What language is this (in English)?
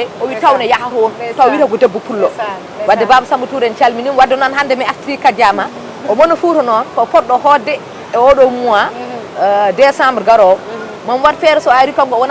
Fula